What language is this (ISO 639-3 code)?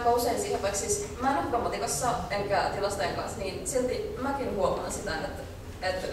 fin